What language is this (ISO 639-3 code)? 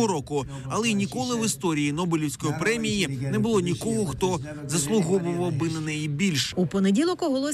ukr